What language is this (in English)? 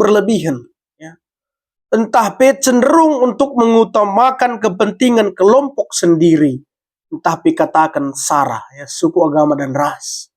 Batak Karo